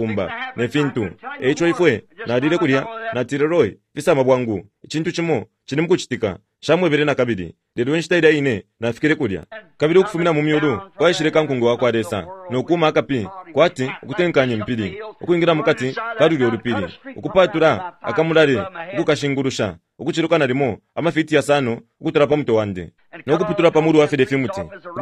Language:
Bemba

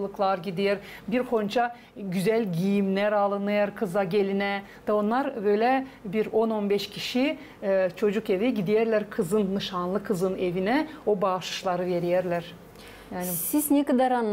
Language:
Gagauz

